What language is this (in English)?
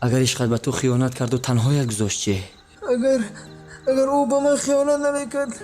Tajik